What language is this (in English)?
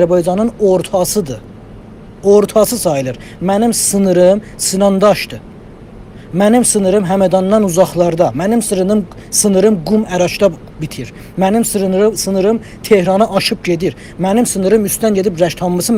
South Azerbaijani